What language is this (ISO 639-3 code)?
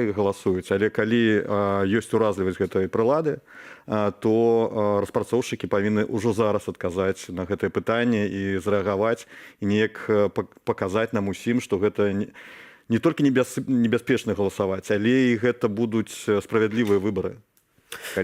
bel